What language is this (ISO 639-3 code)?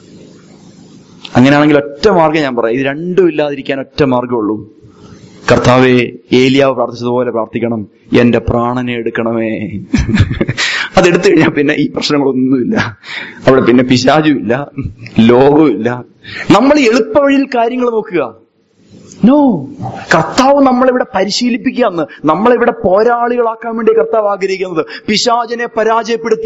mal